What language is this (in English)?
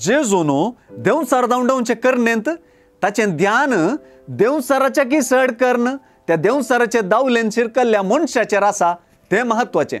Konkani